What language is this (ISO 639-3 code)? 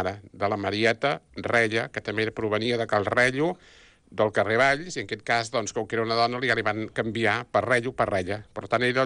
cat